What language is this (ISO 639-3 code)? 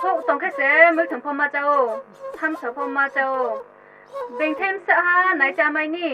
trp